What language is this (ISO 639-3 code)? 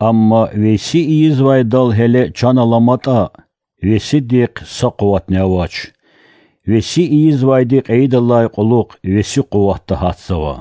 lez